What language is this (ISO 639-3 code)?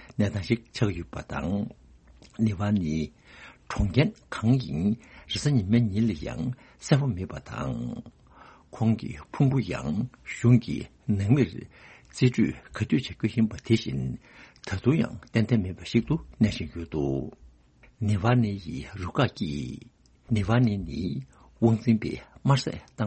bod